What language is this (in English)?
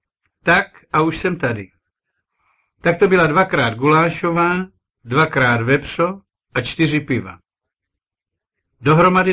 Czech